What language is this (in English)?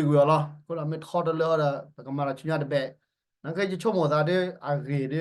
S'gaw Karen